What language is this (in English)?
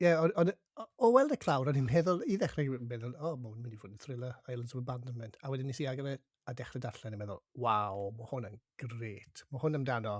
Welsh